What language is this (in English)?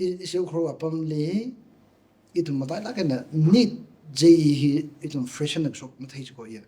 Tangkhul Naga (India)